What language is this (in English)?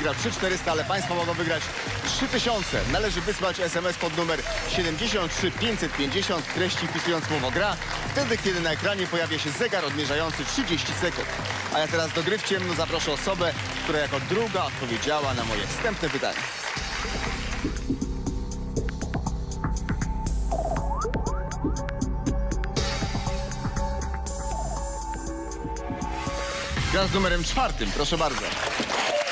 Polish